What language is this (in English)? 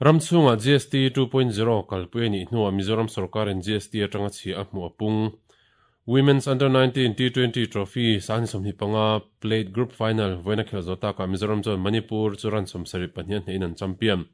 Mizo